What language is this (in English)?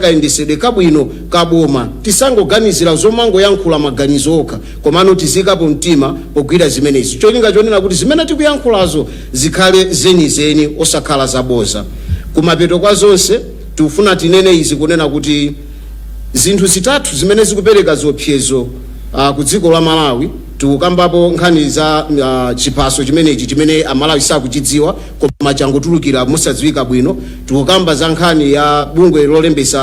Nyanja